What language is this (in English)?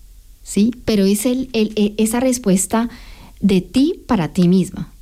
Spanish